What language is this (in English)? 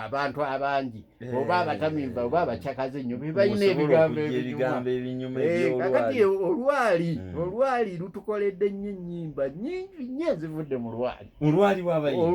Ganda